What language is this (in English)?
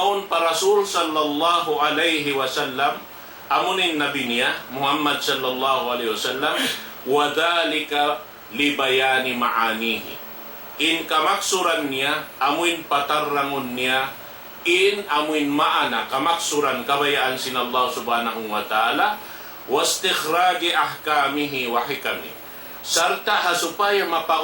Tausug